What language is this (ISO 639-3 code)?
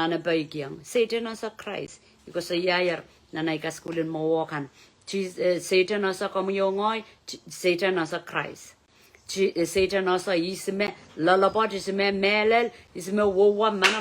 pon